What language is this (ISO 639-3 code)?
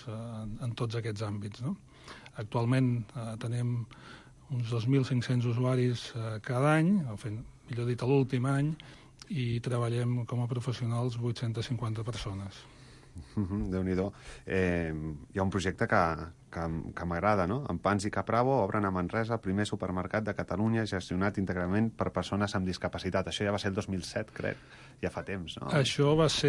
cat